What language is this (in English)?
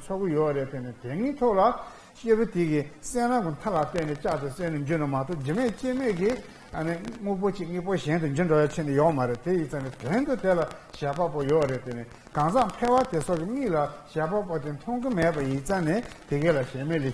Tibetan